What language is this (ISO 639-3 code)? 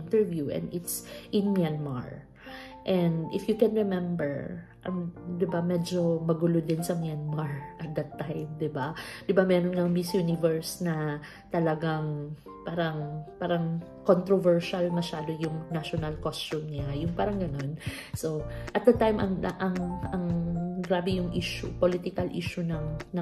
fil